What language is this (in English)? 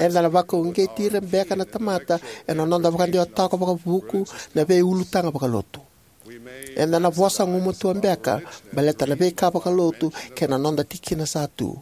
Fijian